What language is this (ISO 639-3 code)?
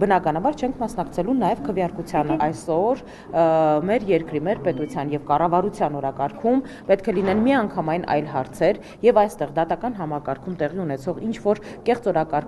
hye